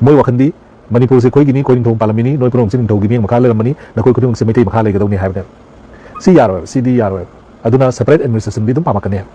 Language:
Manipuri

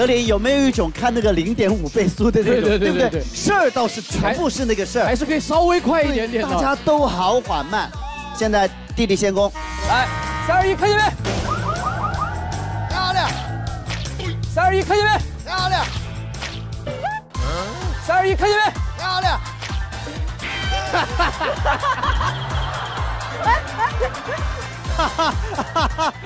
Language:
Chinese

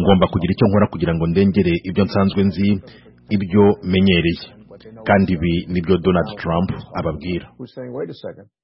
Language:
Kinyarwanda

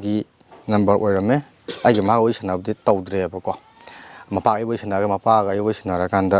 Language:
Manipuri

